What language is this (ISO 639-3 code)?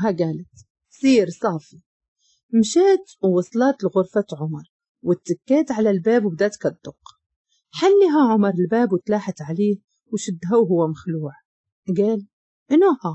ary